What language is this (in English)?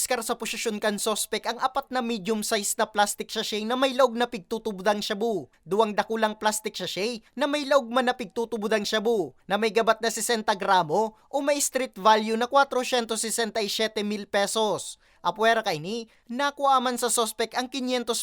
Bikol